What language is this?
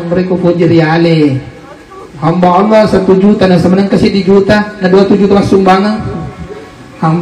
Buginese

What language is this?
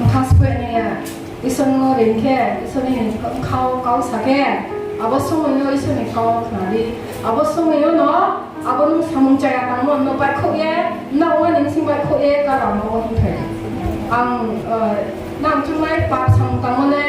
Riang (India)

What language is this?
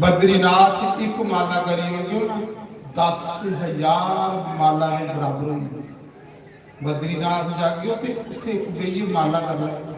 Dogri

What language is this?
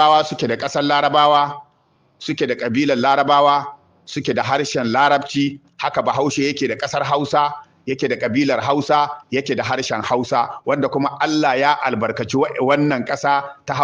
Hausa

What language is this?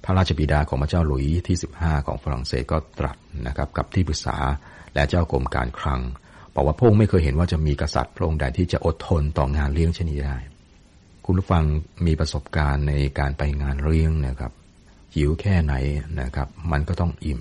Thai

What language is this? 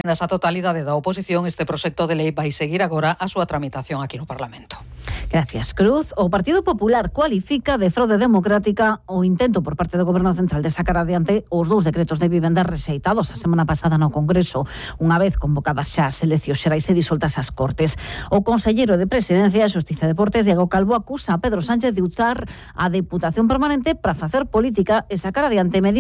Galician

